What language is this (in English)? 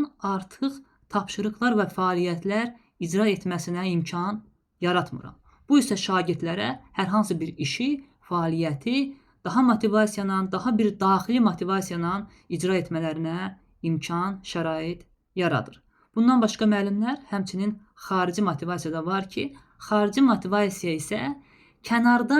Azerbaijani